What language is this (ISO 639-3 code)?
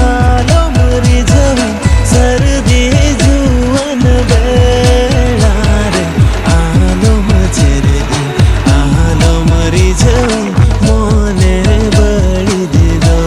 sat